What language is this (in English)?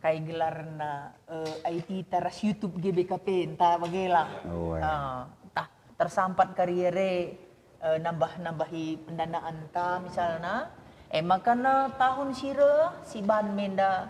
Batak Karo